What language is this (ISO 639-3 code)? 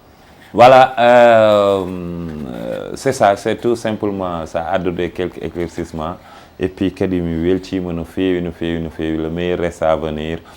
ful